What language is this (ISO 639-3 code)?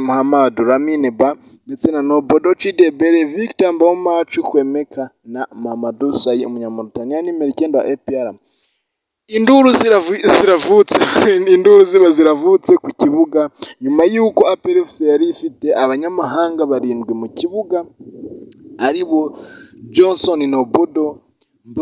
kin